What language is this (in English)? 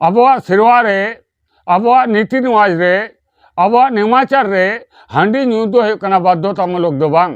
Santali